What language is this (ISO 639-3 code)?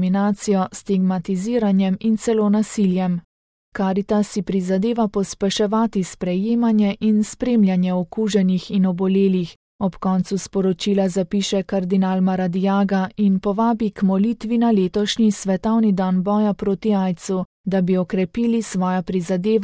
slv